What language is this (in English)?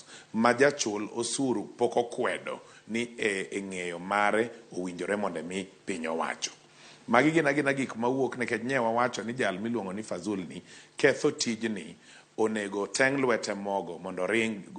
Luo (Kenya and Tanzania)